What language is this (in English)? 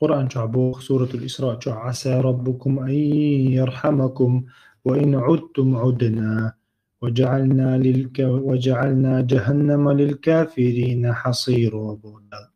Chechen